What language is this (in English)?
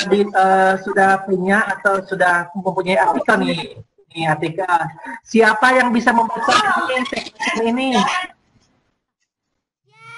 Indonesian